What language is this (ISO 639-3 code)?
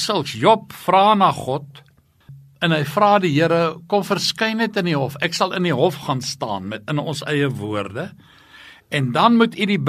afr